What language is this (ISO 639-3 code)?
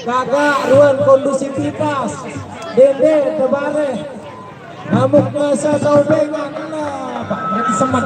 sas